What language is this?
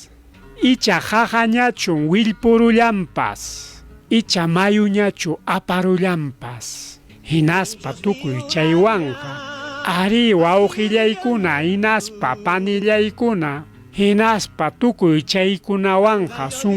Ayacucho Quechua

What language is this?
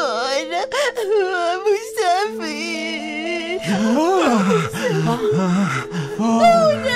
Persian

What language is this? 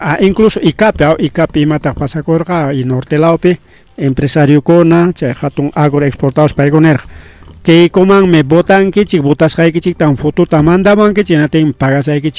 Ayacucho Quechua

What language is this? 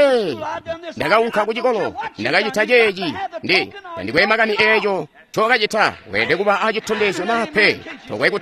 Tonga (Zambia)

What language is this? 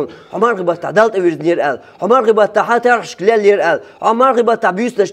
Chechen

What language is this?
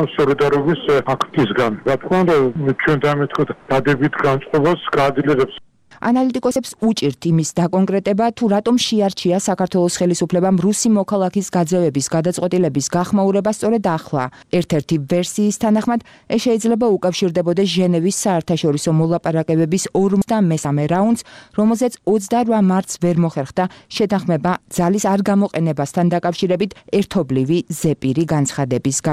Georgian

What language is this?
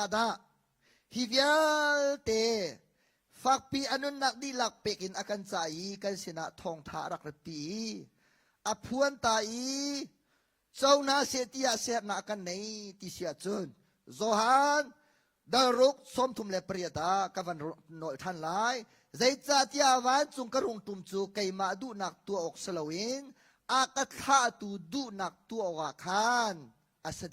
Hakha Chin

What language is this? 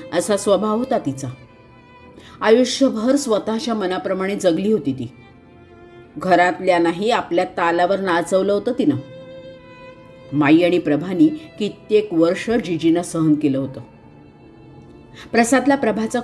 Marathi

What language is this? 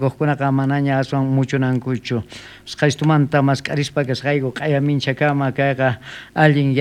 South Bolivian Quechua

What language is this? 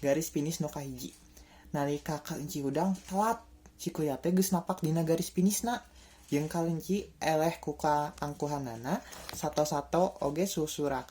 Sundanese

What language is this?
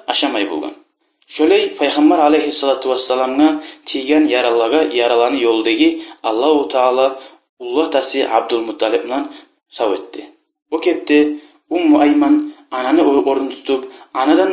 Kumyk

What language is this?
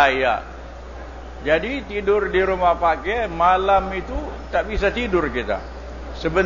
Malay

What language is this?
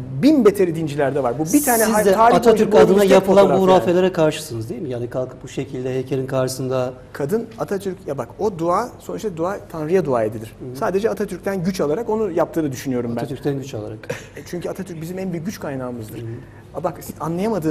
Turkish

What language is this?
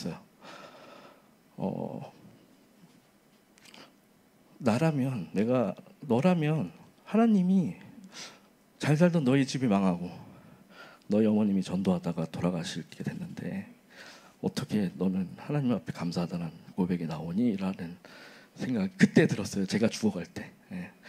Korean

